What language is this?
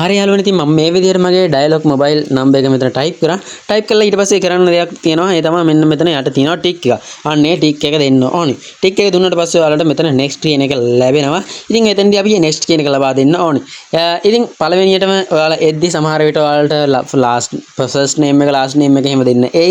Sinhala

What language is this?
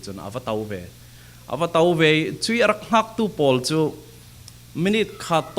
Falam Chin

